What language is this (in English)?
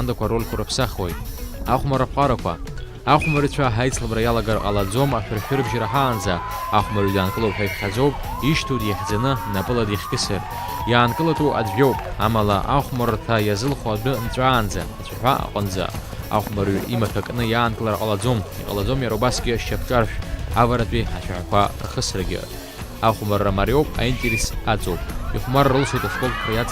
Abkhazian